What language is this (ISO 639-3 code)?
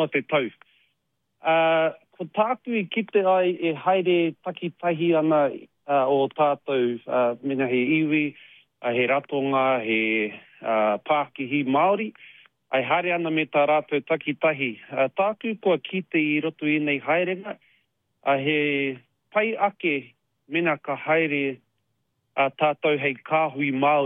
mri